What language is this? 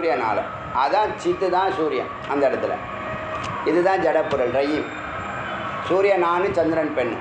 Tamil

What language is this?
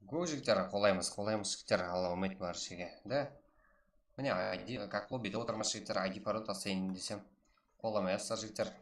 Kara-Kalpak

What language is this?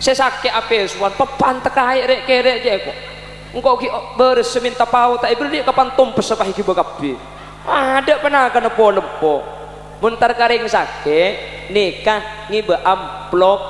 Madurese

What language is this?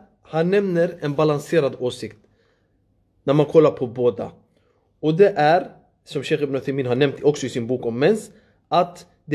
Swedish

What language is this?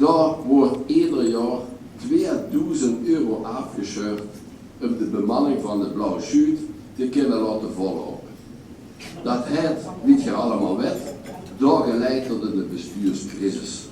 Limburgish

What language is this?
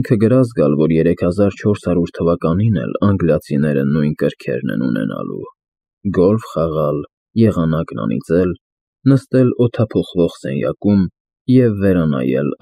Armenian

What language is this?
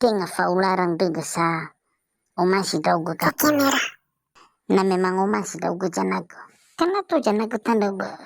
Nias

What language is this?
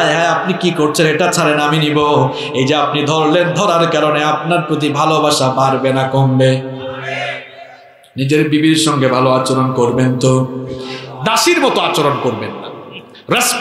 Bangla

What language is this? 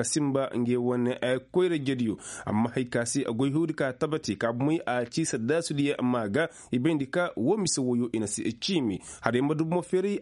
Koyraboro Senni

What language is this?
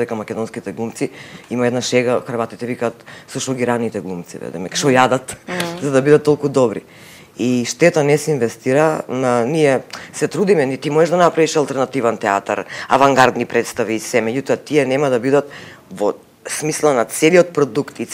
Macedonian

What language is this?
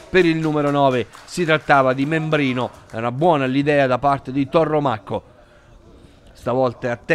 Italian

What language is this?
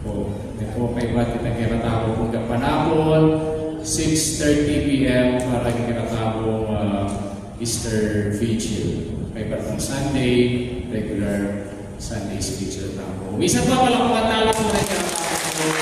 Pampanga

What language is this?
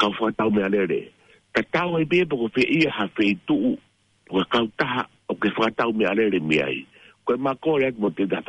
Tongan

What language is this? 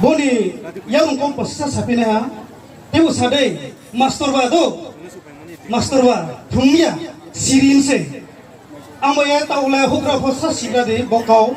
Riang (India)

